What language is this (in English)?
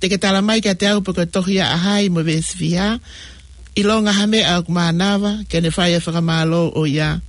Tongan